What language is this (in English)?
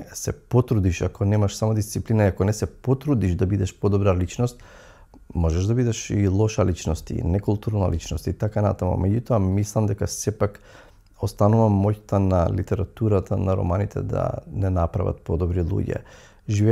Macedonian